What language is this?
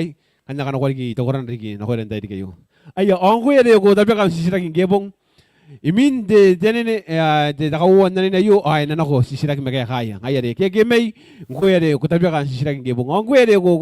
Gilbertese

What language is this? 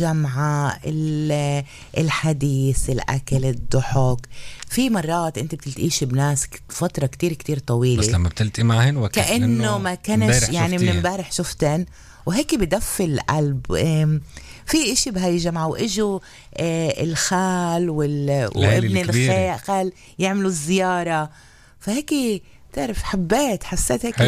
North Levantine Arabic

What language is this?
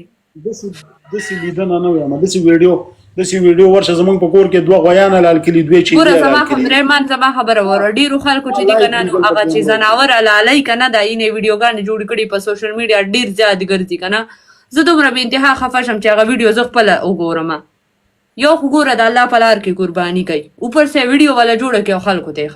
Pashto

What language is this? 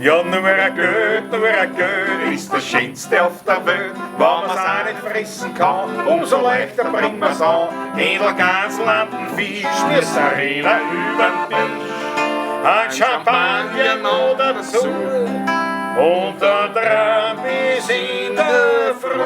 Bavarian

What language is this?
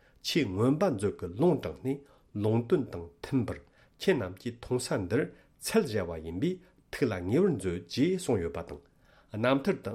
Tibetan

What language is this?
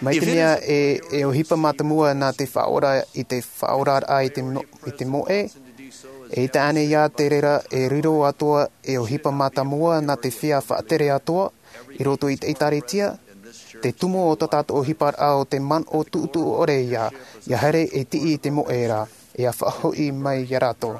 Tahitian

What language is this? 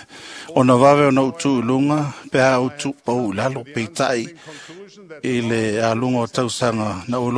Samoan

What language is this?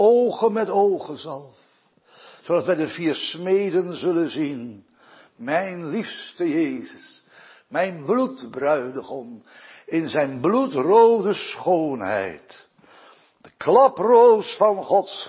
Dutch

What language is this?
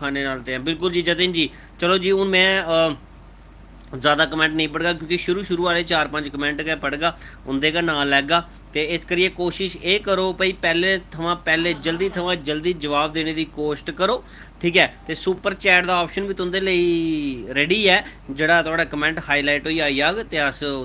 Dogri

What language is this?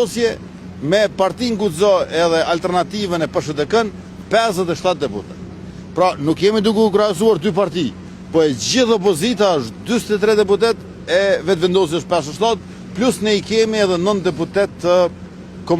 Albanian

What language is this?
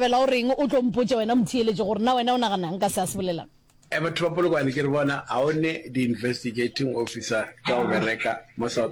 Northern Sotho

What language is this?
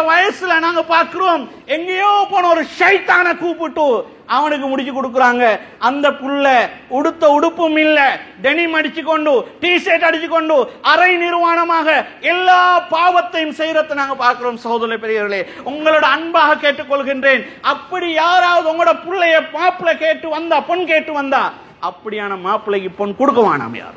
Tamil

